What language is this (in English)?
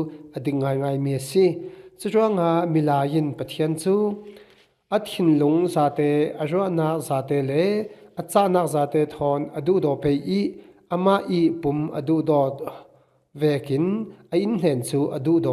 Falam Chin